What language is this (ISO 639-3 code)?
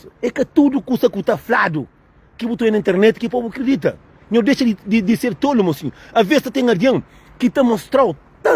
kea